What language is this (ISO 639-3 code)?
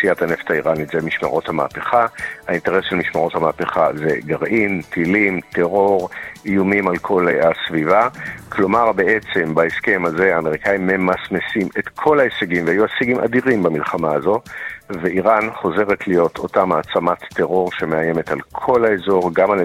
heb